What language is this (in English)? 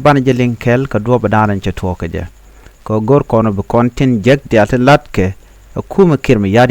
Nuer